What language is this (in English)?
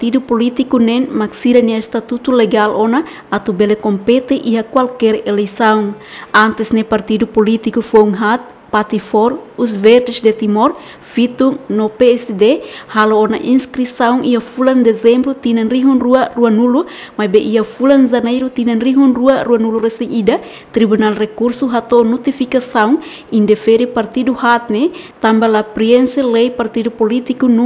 Tetum